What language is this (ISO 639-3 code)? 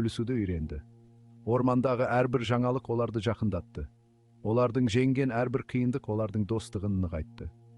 kaz